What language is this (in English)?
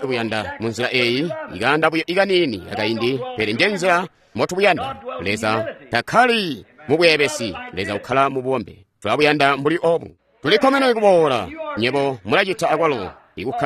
Tonga (Zambia)